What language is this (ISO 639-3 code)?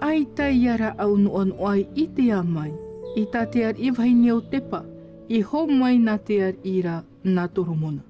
tah